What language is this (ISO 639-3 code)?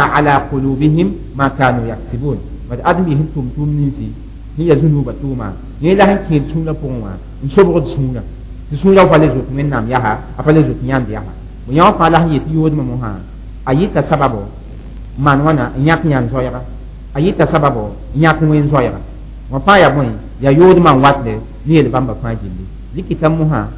mos